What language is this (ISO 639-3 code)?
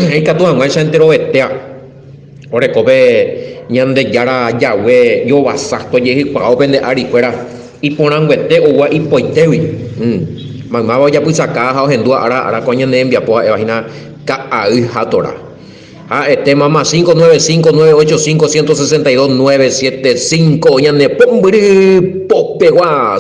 grn